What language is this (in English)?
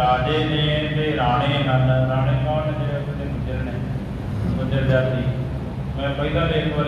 Punjabi